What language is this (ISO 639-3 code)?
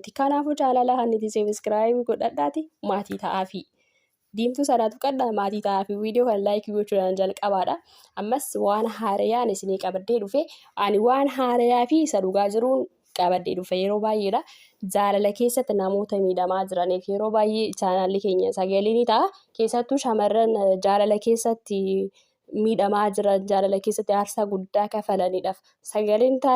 orm